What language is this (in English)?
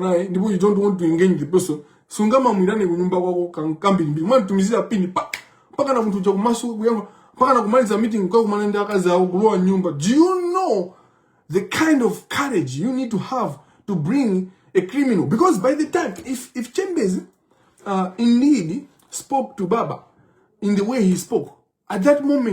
Nyanja